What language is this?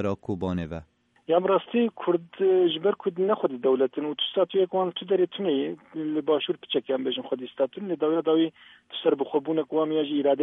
Kurdish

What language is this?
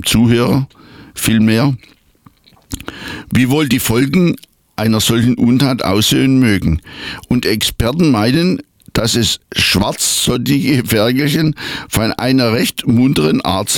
German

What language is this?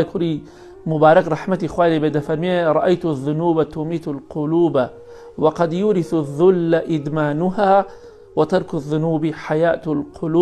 Central Kurdish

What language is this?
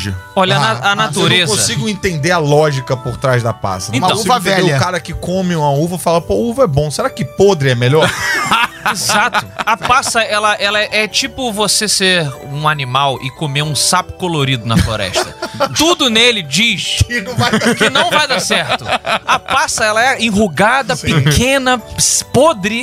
Portuguese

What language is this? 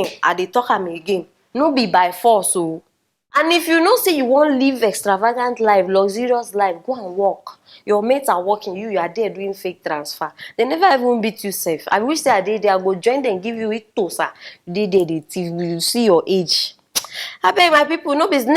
Nigerian Pidgin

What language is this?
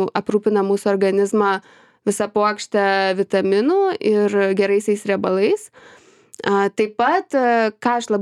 Lithuanian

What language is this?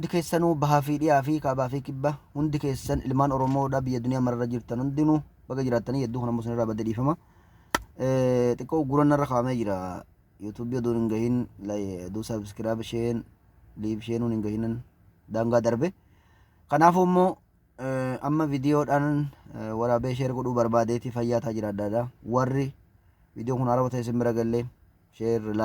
Oromo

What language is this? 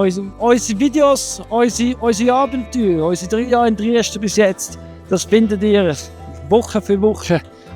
Swiss German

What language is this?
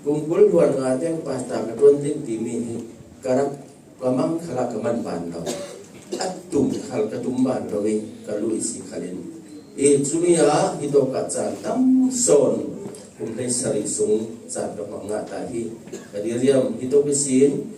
Falam Chin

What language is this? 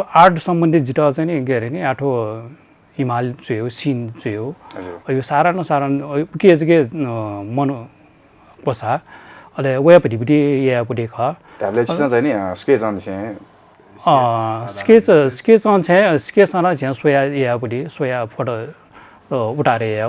Newari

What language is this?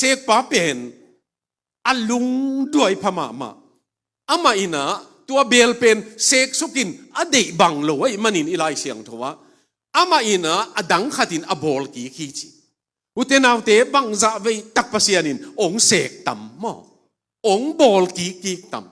Tedim Chin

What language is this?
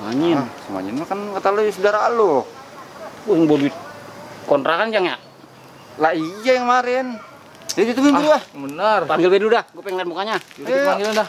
Betawi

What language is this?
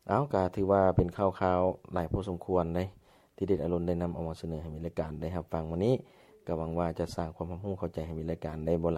Lao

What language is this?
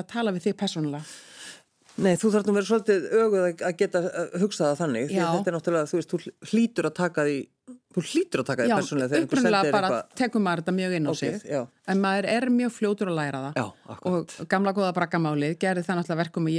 Icelandic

